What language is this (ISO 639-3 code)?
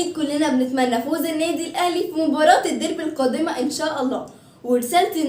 arz